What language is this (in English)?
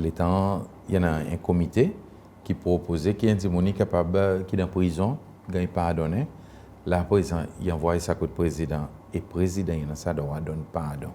Seselwa Creole French